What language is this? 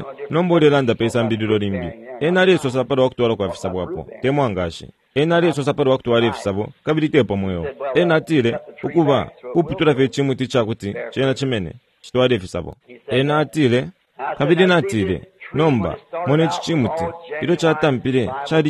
Bemba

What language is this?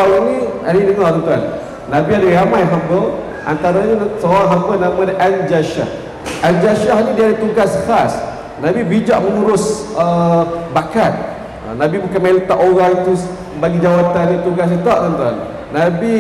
Malay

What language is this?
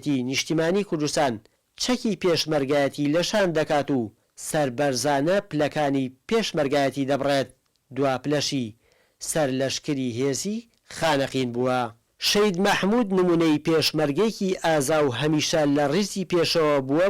Central Kurdish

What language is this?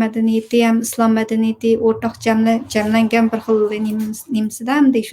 Uyghur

